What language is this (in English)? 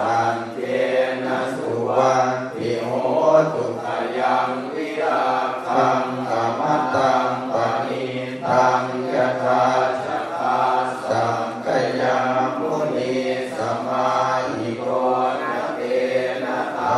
Pali